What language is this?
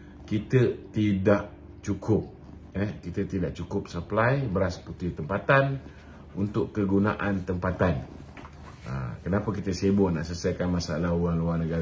Malay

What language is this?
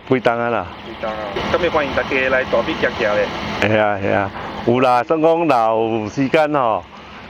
Min Nan Chinese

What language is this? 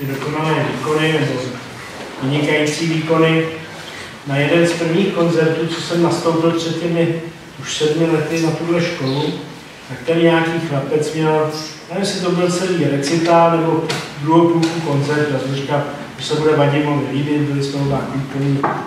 Czech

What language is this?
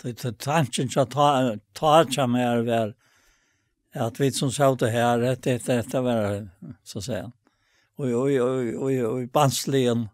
Faroese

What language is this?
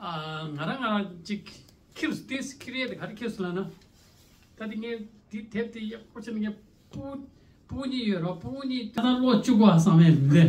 Tibetan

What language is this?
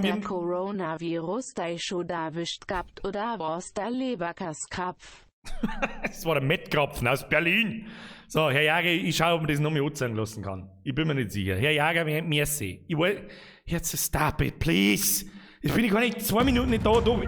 Bavarian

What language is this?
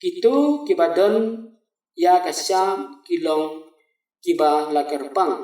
Khasi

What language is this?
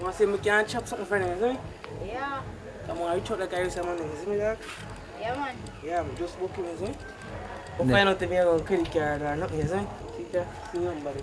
Jamaican Creole English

